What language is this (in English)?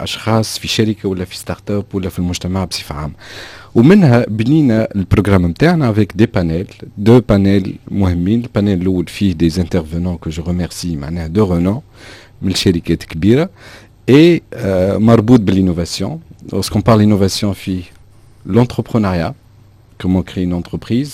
Tunisian Arabic